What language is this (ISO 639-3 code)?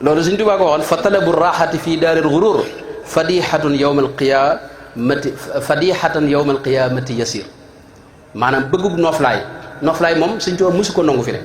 wol